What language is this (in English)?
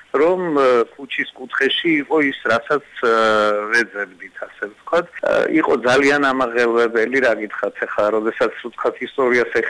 Georgian